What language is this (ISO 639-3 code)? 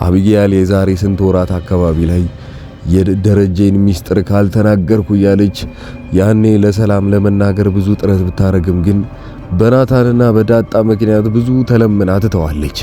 amh